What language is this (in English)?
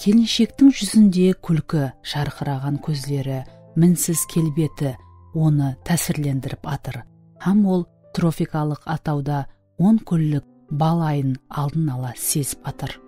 Kara-Kalpak